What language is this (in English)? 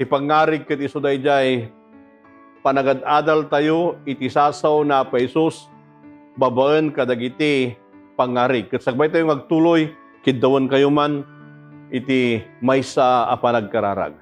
Iloko